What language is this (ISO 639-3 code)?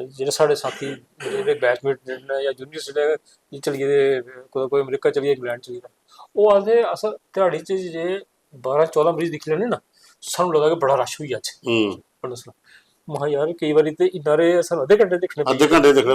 doi